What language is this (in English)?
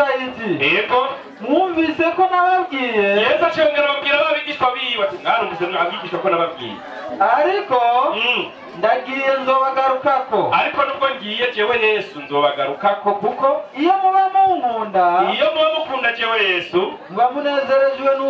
Rundi